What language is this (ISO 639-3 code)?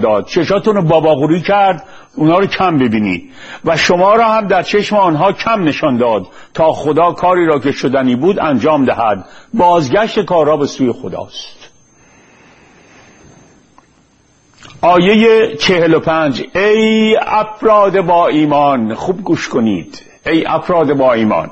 fas